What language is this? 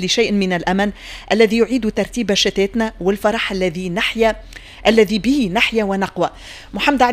Tunisian Arabic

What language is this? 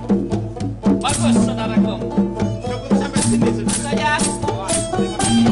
Banjar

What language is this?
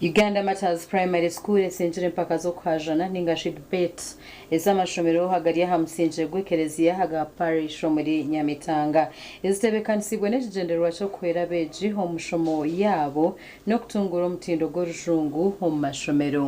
Nyankole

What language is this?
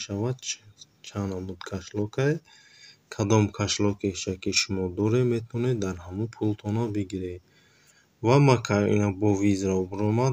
Tajik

